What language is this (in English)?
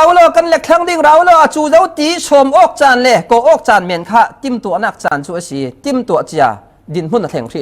Falam Chin